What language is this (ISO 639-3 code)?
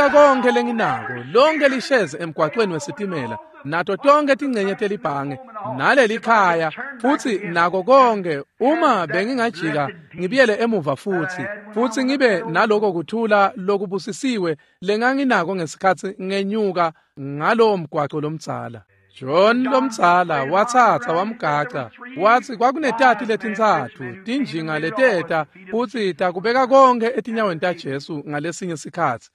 ssw